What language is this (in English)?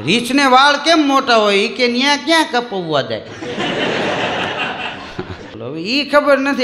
Gujarati